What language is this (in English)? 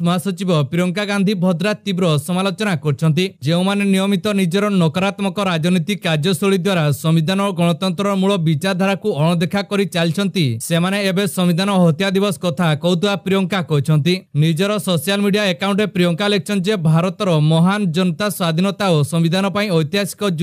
Odia